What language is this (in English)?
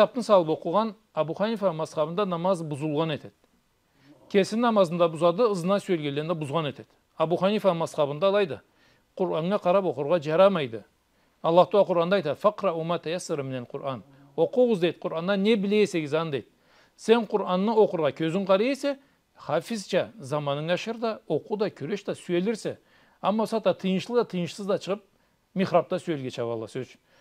Karachay-Balkar